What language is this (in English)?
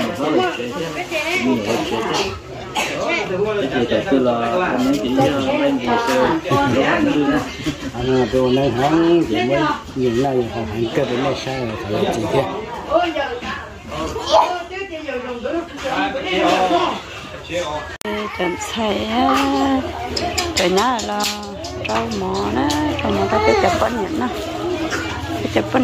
Vietnamese